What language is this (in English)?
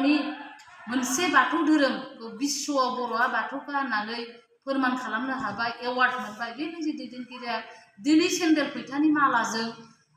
Bodo